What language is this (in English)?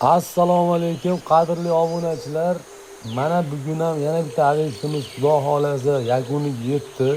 Uzbek